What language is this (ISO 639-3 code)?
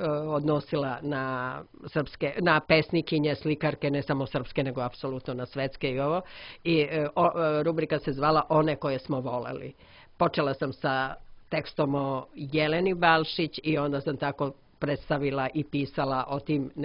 srp